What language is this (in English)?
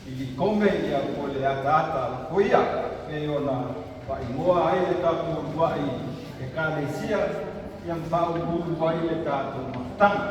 Samoan